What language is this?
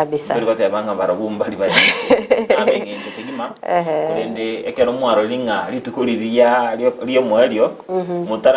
Gusii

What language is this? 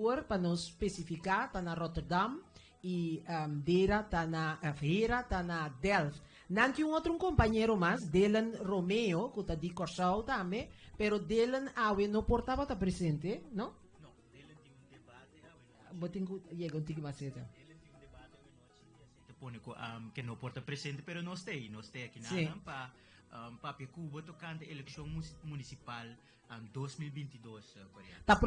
Papiamento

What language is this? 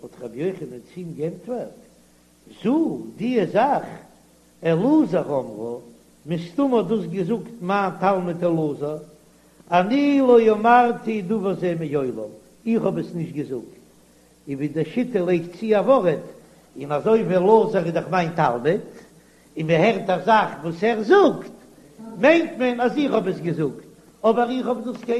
Yiddish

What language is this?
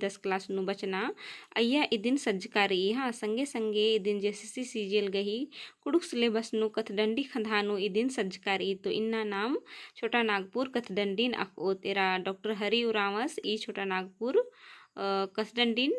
Kurukh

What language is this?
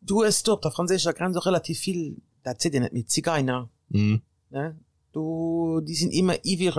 Luxembourgish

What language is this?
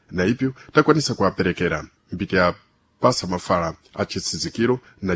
Sena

